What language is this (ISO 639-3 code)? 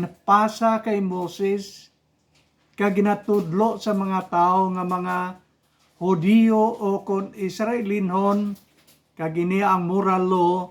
hil